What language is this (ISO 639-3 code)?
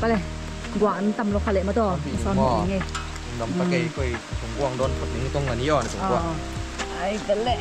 ctd